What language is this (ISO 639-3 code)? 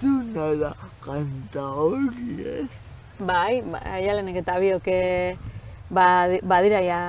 eus